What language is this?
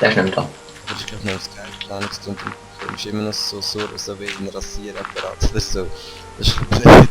Swiss German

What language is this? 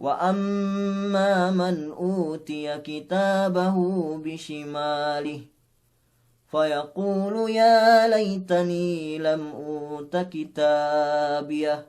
Yakan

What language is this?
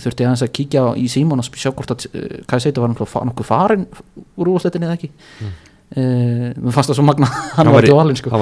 Icelandic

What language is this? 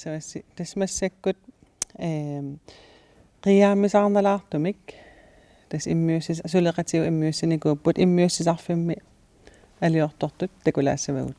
Kalaallisut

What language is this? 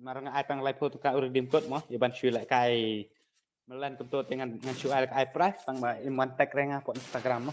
Khasi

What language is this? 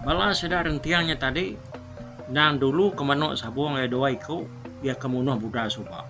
Iban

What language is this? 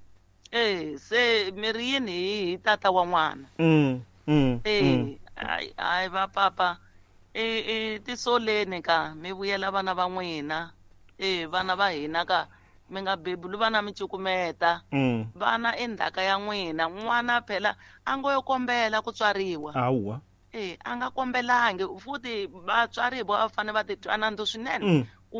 Tsonga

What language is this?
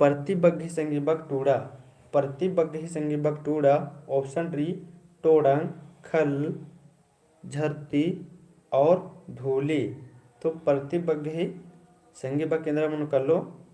Kurukh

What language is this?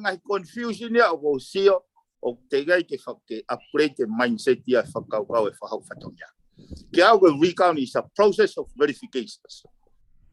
Tongan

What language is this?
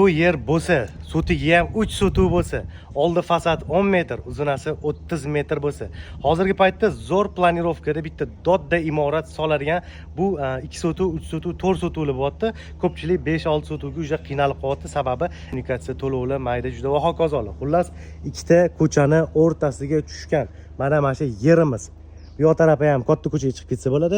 Uzbek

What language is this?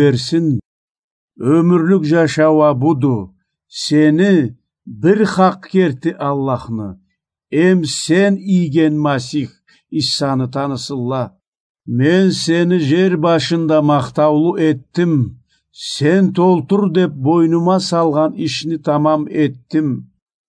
Karachay-Balkar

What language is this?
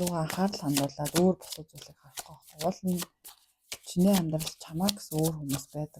Mongolian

